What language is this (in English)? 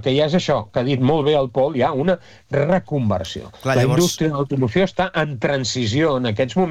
Catalan